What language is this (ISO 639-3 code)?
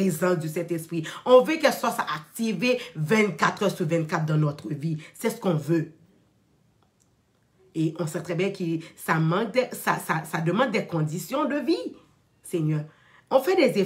fra